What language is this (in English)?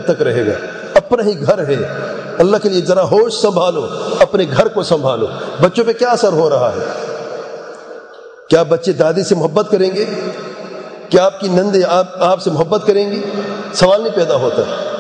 Urdu